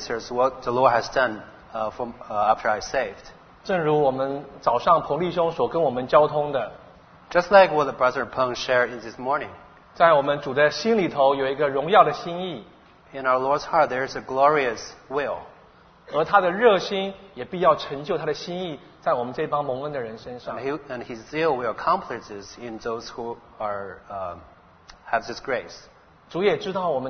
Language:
Chinese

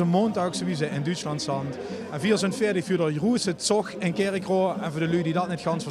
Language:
Limburgish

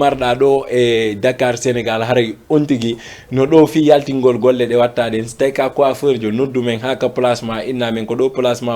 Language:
Fula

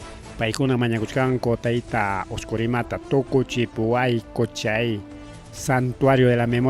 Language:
Ayacucho Quechua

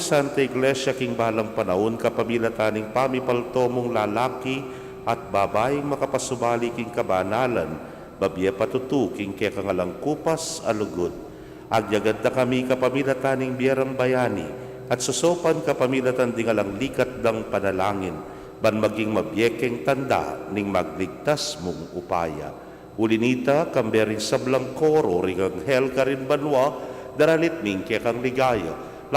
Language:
Pampanga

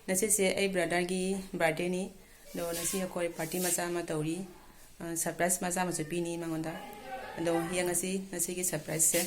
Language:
Manipuri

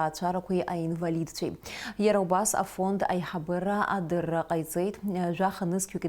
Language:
Abkhazian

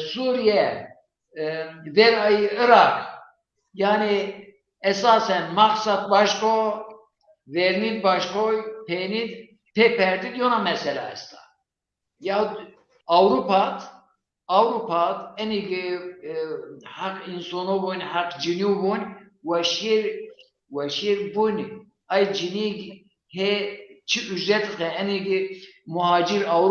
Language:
Zaza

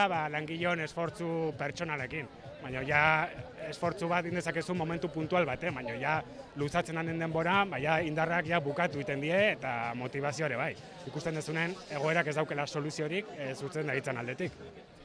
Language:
Basque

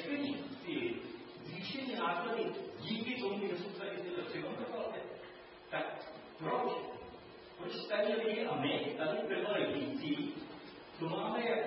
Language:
Czech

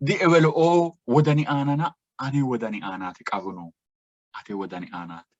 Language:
Sidamo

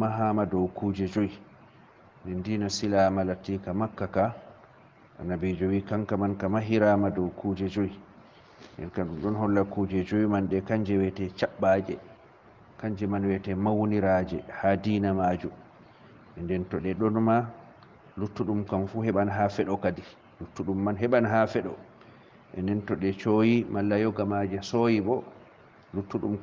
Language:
Fula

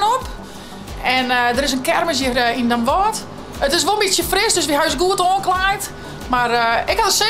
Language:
Western Frisian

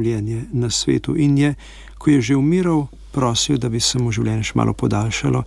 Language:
Slovenian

